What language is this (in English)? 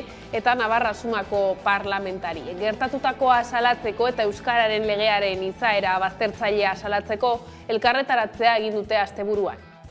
Basque